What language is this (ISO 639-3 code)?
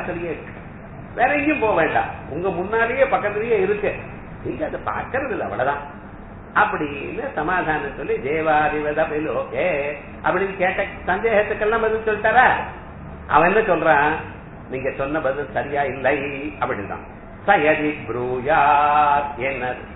tam